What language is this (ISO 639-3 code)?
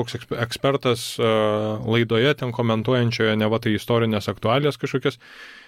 lit